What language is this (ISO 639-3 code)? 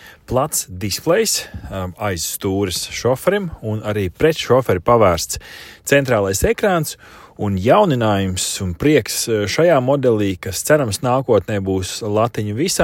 lav